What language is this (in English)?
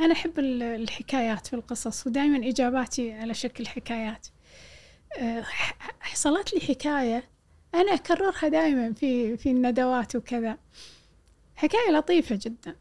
Gulf Arabic